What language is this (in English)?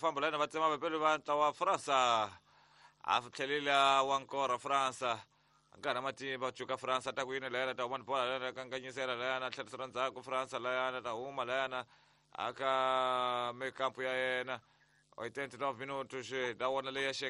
Tsonga